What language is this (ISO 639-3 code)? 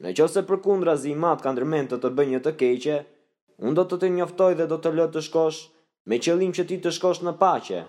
sqi